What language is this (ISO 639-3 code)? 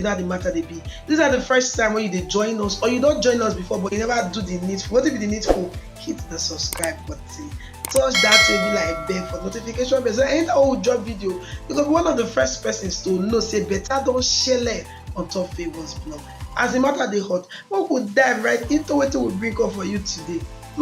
pcm